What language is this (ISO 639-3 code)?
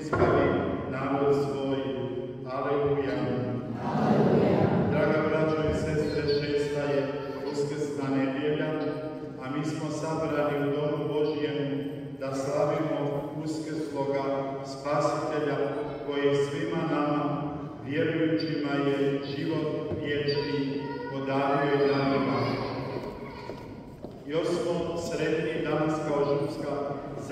hrv